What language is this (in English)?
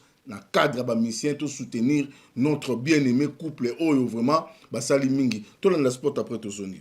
Lingala